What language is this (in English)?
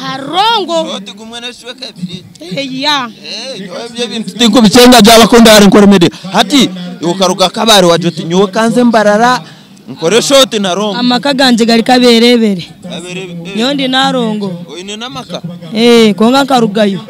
Nyankole